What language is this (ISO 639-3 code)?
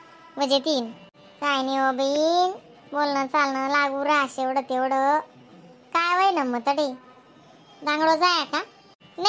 khn